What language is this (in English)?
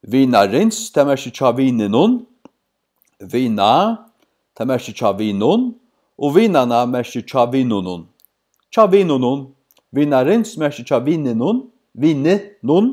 Faroese